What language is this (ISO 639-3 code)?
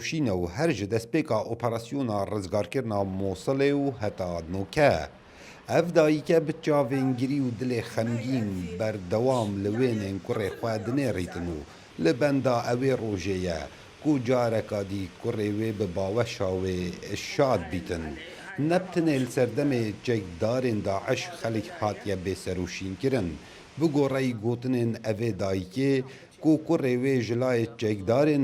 kur